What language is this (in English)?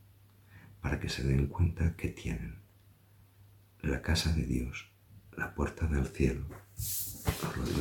Spanish